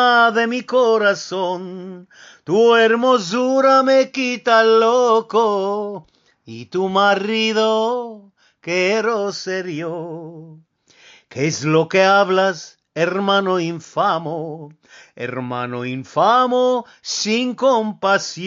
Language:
Ladino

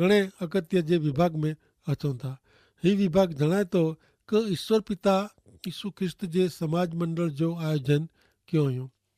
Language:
Kachhi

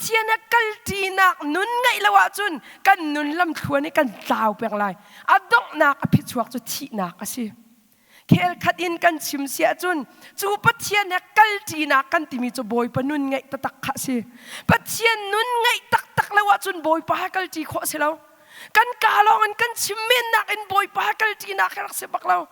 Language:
Hakha Chin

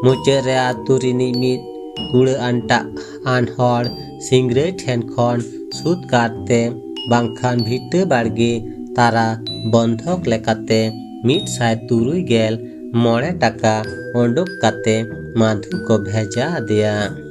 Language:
Santali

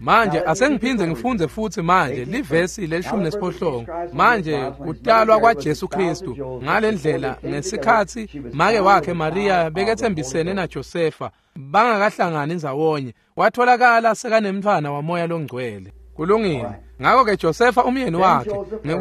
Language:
Swati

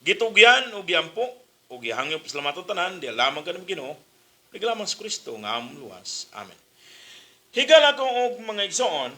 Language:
Cebuano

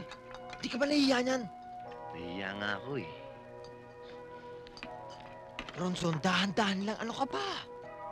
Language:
Filipino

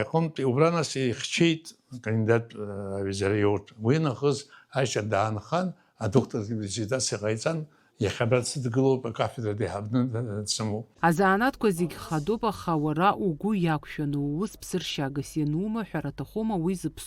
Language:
Abkhazian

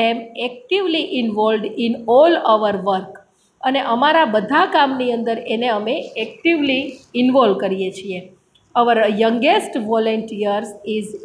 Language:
Gujarati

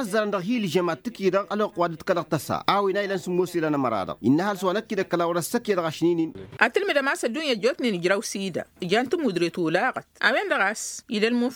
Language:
Tamasheq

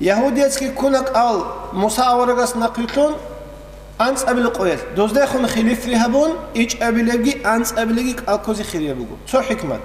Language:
Avaric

